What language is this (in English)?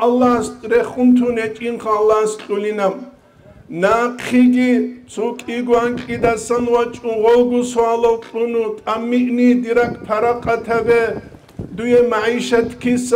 Avaric